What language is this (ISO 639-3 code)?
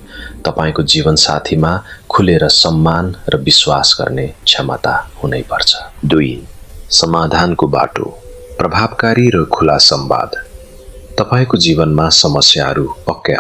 nep